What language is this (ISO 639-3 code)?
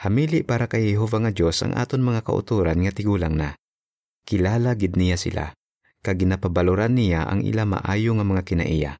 hil